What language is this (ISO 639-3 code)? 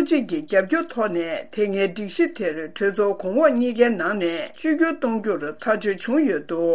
bod